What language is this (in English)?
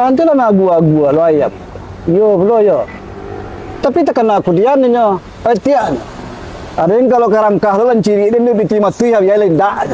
Minangkabau